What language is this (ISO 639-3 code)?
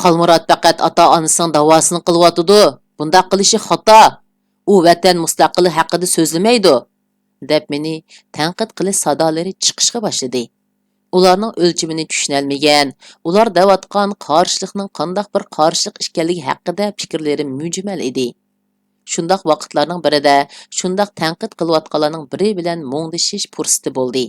uig